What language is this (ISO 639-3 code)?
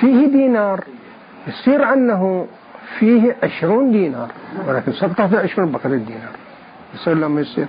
acm